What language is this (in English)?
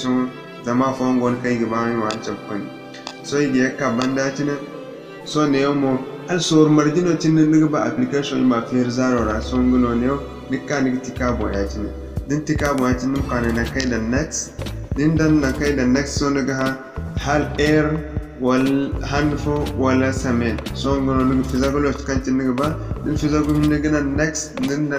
Zarma